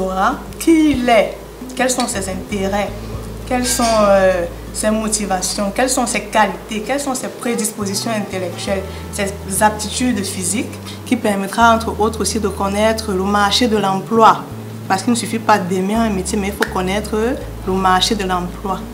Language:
French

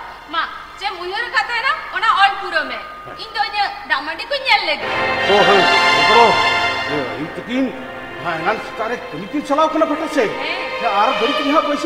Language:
Santali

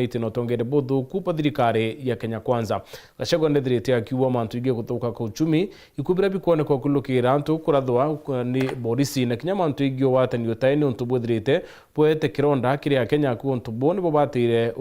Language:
Meru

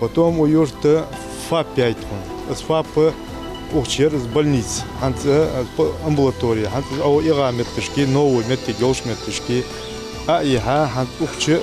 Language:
Ingush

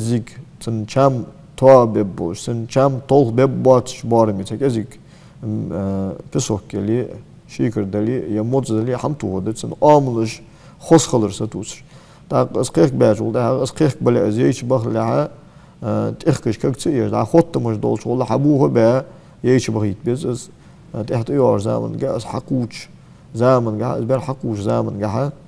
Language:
Ingush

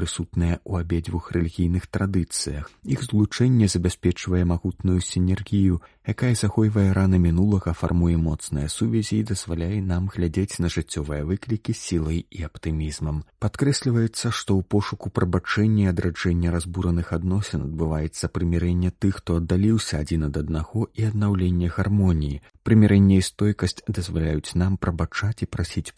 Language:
Belarusian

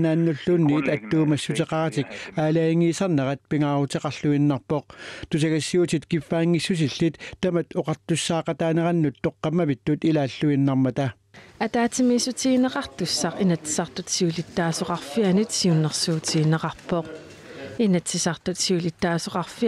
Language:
Kalaallisut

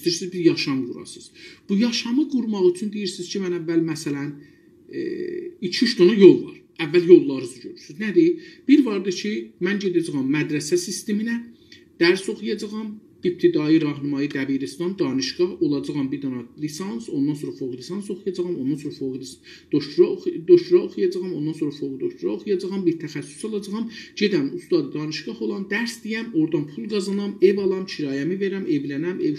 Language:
South Azerbaijani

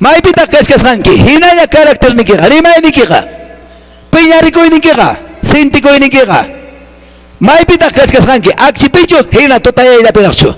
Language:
Quechua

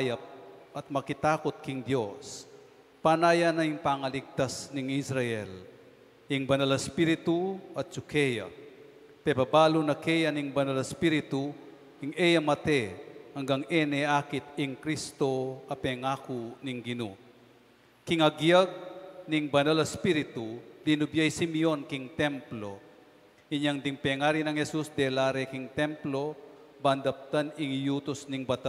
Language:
Pampanga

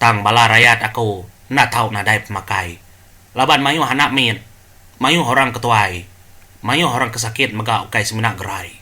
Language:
Iban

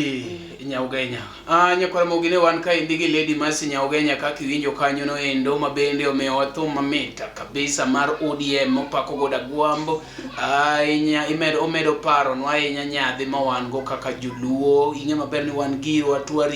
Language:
Luo (Kenya and Tanzania)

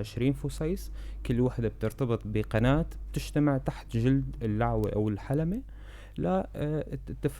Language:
North Levantine Arabic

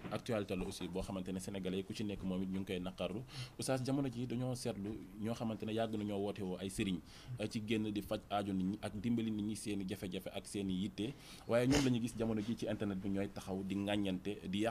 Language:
Wolof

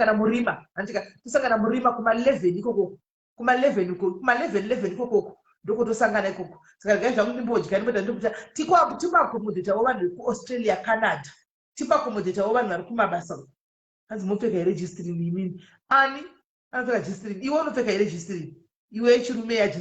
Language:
Shona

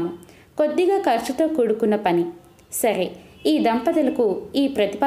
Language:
Telugu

